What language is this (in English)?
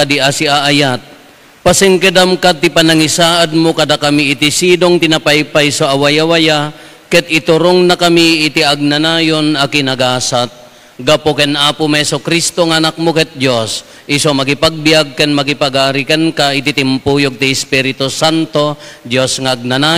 Iloko